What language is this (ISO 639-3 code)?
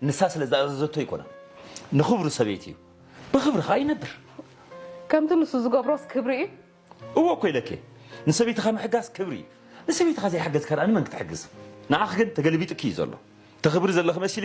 tir